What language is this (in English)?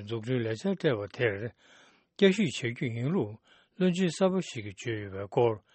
Tibetan